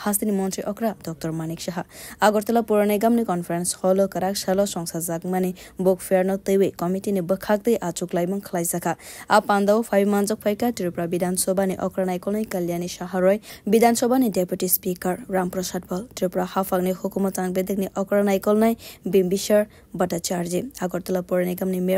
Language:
Kok Borok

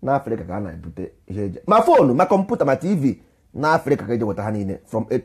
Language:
Igbo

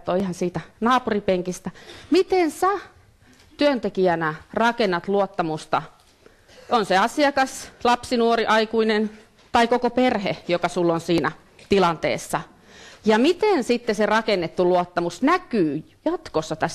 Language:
Finnish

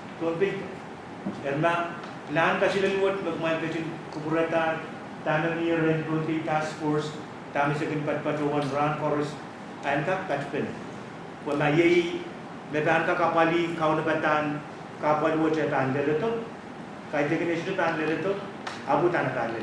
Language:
Pohnpeian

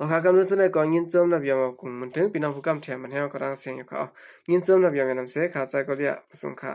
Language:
Shan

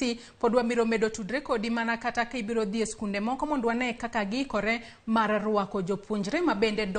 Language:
Luo (Kenya and Tanzania)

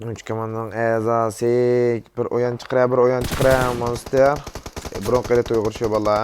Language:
Uyghur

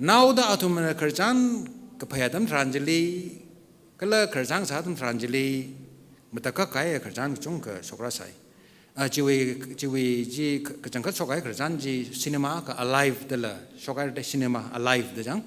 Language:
Tangkhul Naga (India)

